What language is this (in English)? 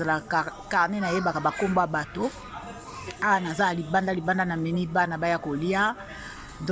Lingala